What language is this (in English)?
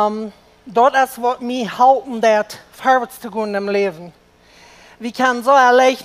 Plautdietsch